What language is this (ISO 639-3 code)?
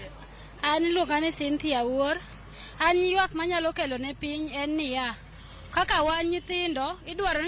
luo